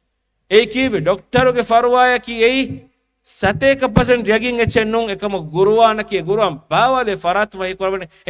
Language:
Divehi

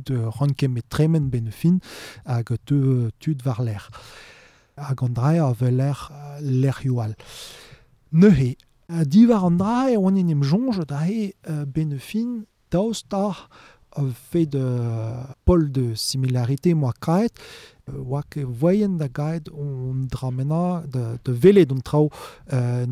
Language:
Breton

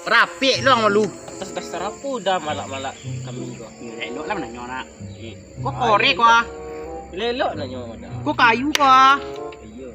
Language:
Minangkabau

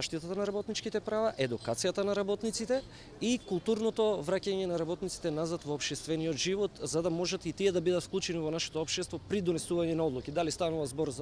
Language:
Macedonian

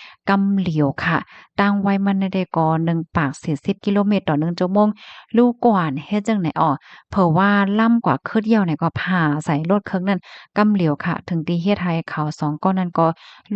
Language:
Shan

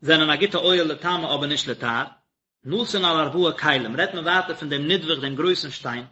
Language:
Yiddish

